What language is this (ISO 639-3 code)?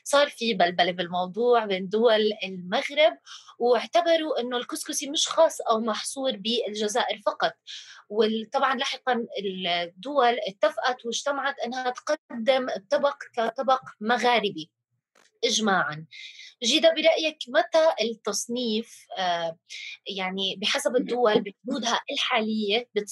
apc